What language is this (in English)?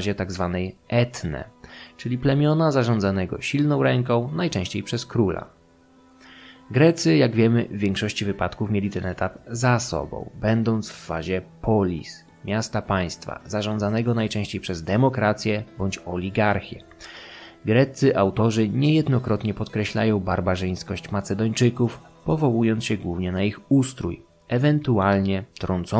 Polish